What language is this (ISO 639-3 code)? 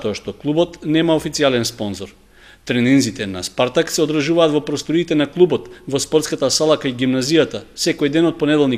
mkd